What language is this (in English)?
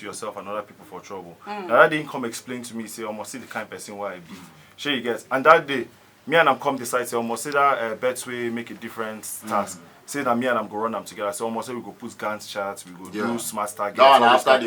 Nigerian Pidgin